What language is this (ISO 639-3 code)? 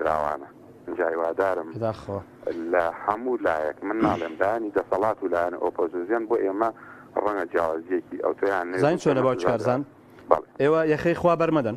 ckb